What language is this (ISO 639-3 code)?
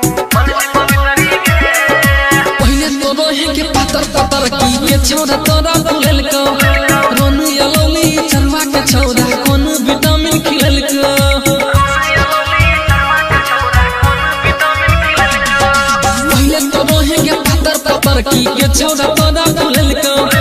bho